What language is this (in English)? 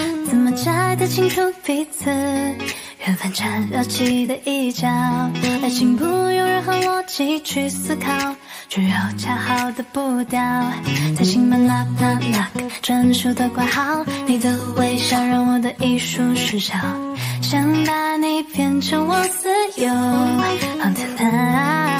Chinese